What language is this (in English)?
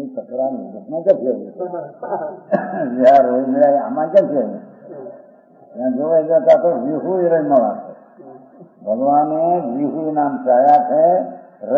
Gujarati